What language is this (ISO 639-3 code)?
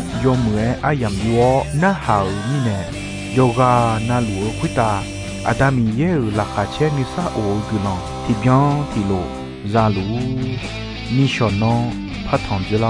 ahk